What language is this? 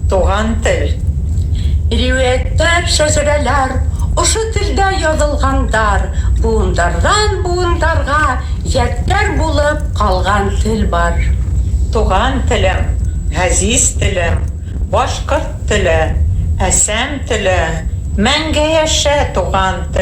Bashkir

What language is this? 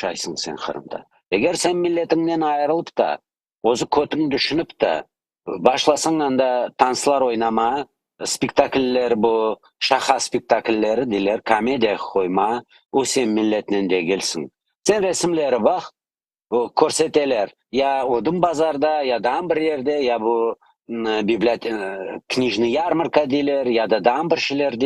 Crimean Tatar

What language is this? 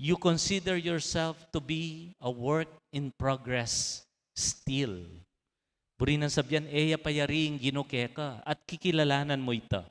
Pampanga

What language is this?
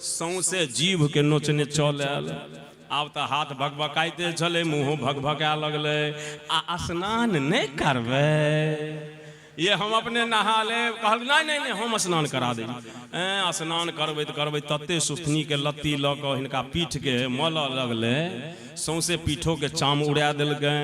Maithili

